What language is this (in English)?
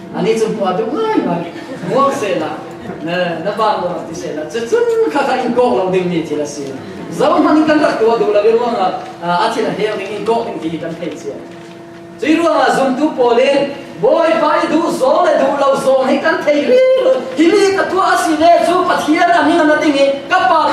Falam Chin